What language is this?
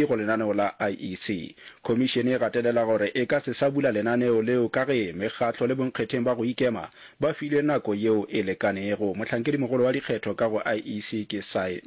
Northern Sotho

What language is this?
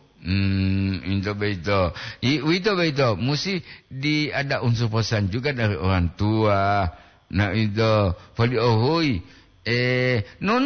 Gorontalo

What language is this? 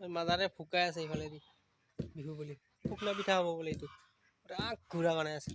Assamese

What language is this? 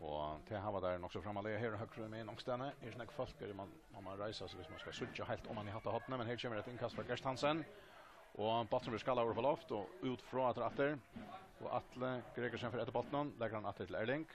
Faroese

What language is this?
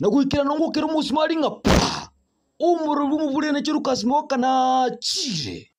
Gusii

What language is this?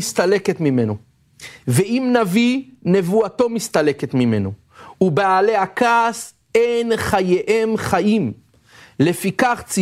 Hebrew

